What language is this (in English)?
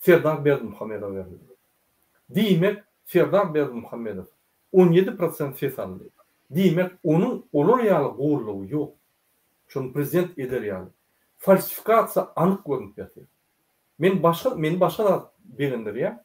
Turkmen